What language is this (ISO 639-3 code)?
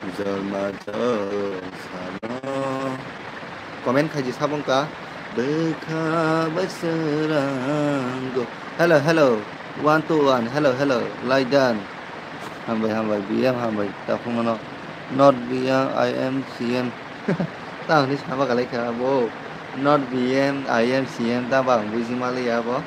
trp